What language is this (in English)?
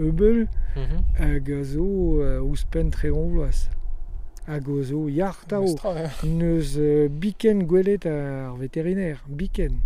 Breton